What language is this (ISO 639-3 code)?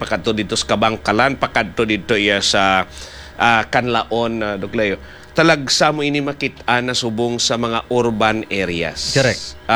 hil